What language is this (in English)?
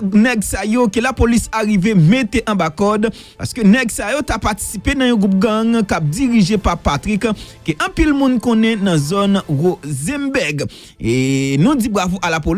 Haitian Creole